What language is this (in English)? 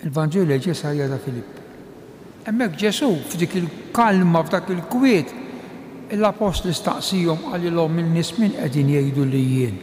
Maltese